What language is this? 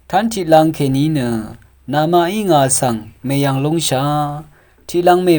Rawang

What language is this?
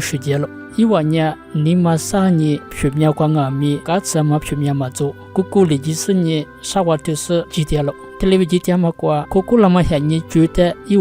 Lisu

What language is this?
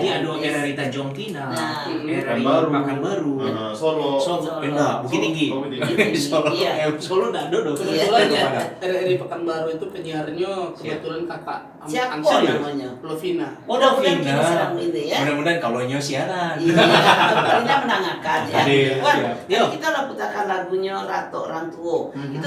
Minangkabau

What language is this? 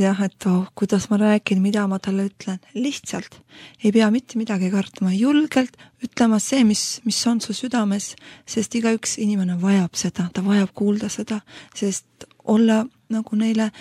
Estonian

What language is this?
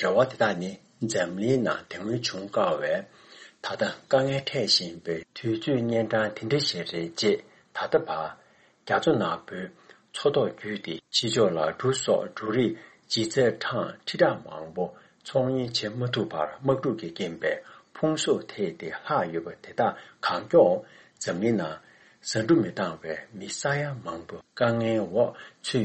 Tibetan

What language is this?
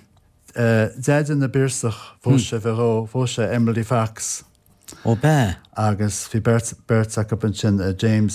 Irish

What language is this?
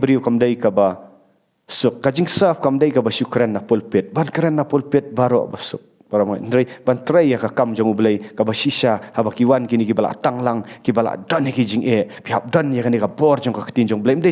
Khasi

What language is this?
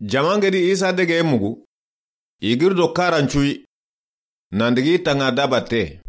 Soninke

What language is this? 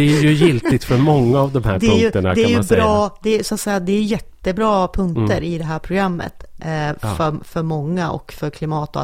Swedish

